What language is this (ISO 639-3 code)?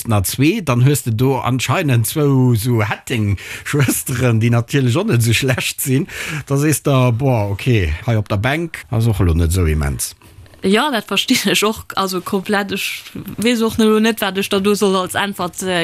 ltz